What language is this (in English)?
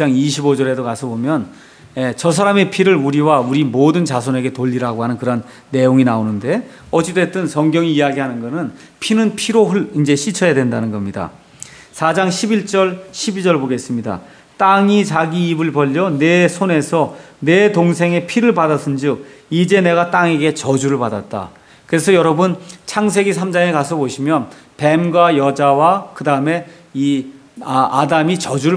Korean